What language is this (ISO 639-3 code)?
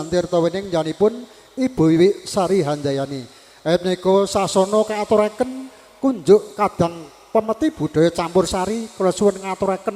jav